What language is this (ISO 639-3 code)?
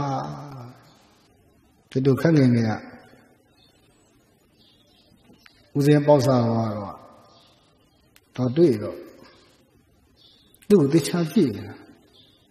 mya